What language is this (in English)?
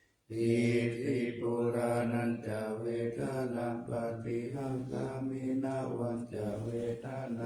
Pali